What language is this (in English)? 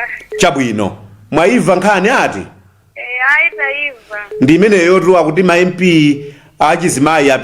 Nyanja